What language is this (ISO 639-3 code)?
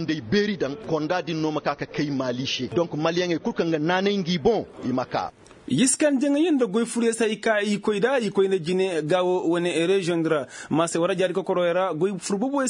ses